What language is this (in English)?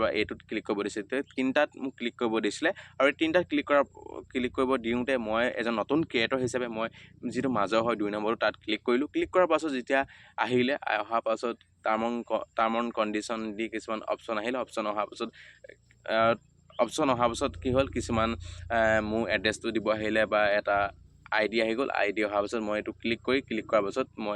Assamese